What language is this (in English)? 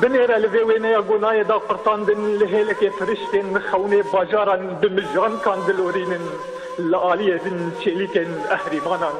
Kurdish